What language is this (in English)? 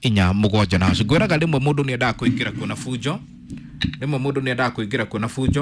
Kikuyu